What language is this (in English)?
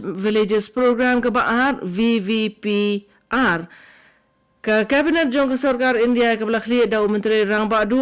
Khasi